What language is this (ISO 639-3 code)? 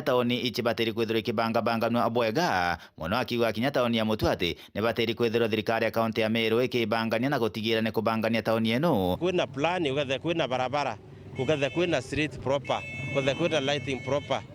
mer